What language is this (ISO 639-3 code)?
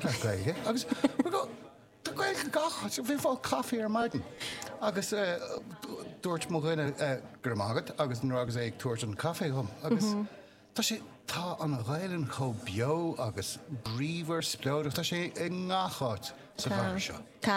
gle